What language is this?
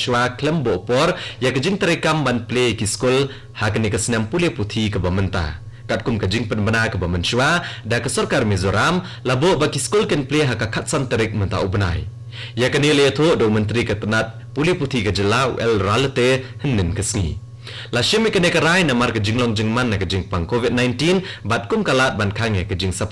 Khasi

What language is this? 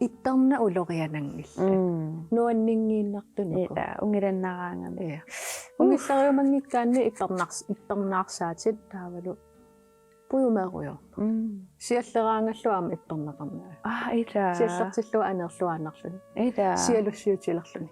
Kalaallisut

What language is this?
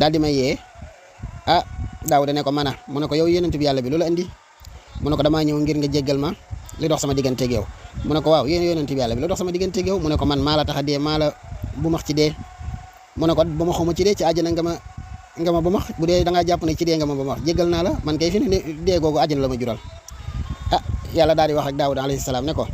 Wolof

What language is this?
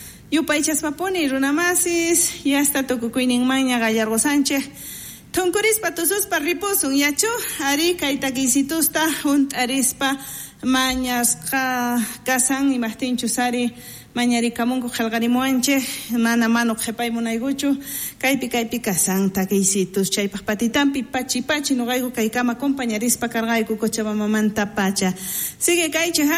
South Bolivian Quechua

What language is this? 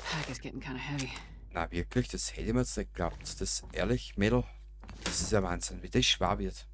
Bavarian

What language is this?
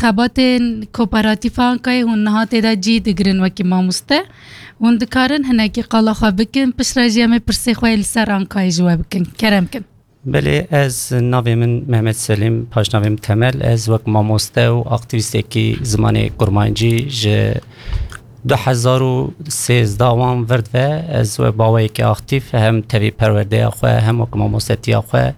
Kurdish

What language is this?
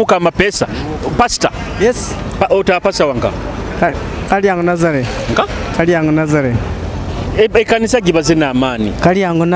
Nyoro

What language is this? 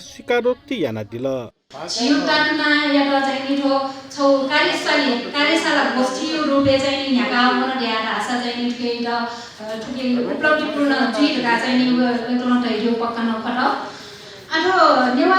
Newari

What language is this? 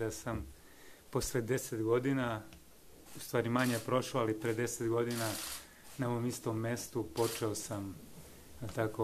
Serbian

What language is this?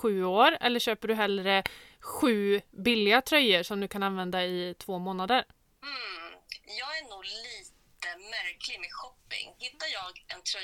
Swedish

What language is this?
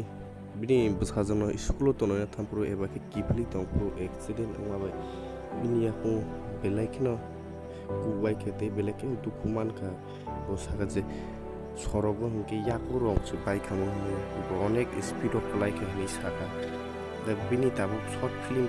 Kok Borok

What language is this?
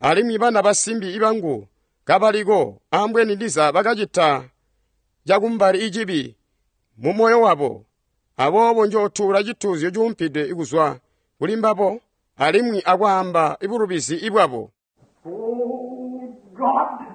Tonga (Zambia)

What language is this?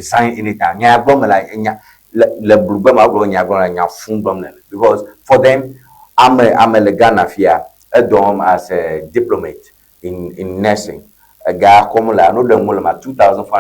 Ewe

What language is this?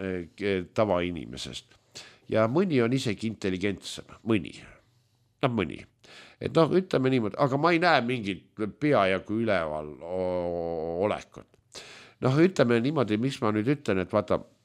Estonian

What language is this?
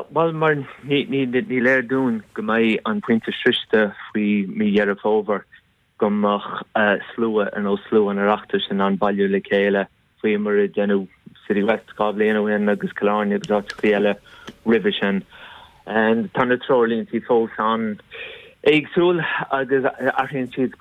Irish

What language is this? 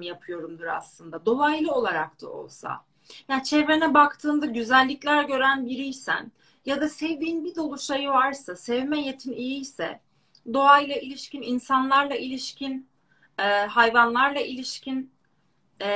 Turkish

